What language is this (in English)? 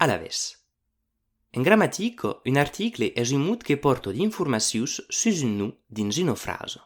Occitan